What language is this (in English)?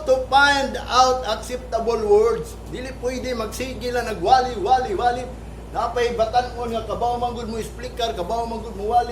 Cebuano